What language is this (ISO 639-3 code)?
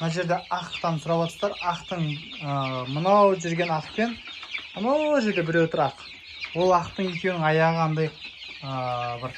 kaz